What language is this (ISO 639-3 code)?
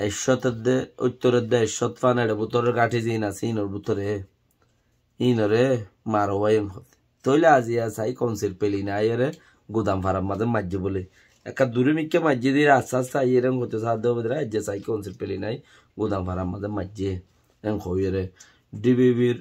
rhg